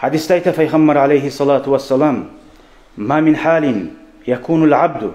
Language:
Kumyk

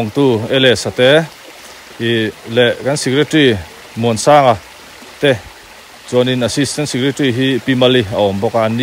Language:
Mizo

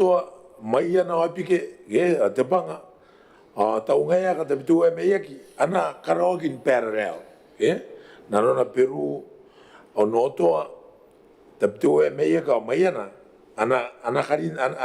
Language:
Gilbertese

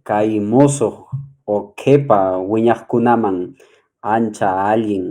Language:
Quechua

